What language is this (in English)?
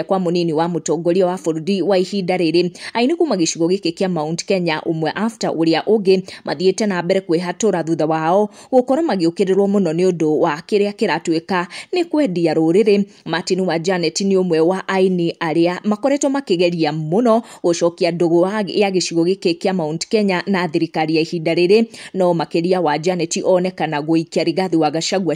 Kikuyu